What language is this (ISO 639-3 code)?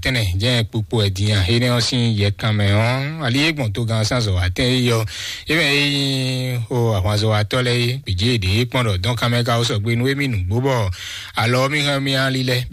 fon